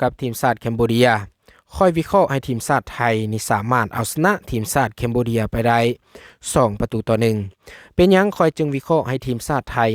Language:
Lao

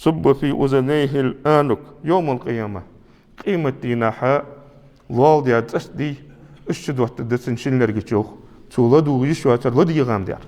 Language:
Ingush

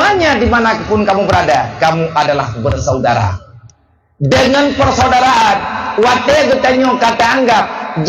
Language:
Achinese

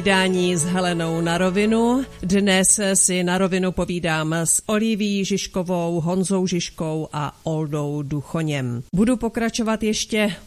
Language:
Czech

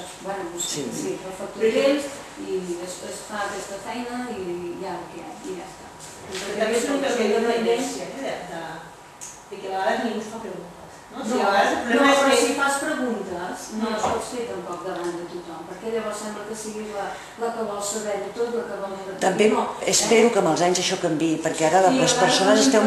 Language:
Catalan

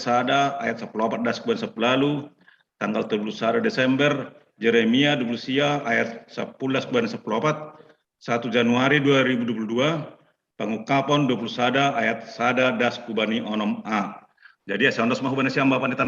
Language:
Batak Simalungun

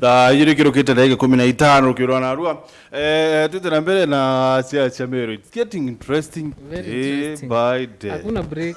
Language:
Meru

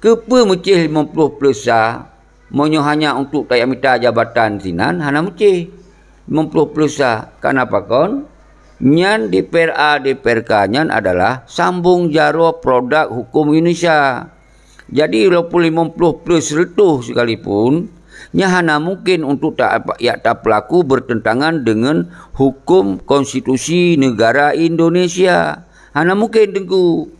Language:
Achinese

